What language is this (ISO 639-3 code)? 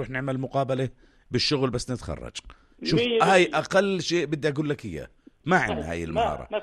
apc